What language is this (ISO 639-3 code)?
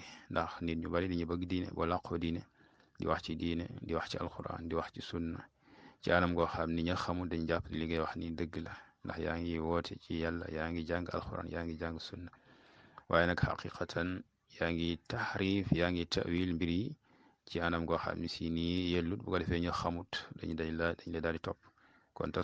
wol